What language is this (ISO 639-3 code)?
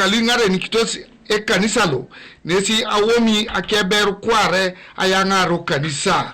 teo